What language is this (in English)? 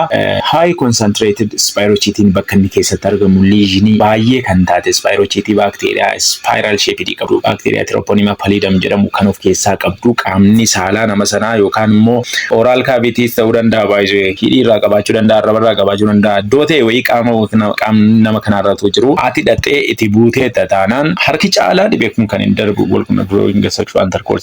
Oromo